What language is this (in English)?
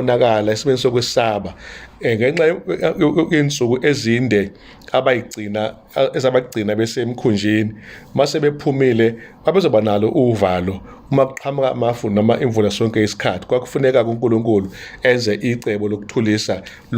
Zulu